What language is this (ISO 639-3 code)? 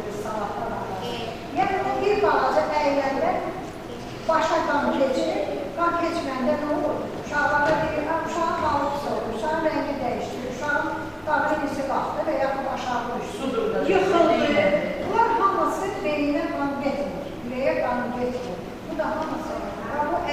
aze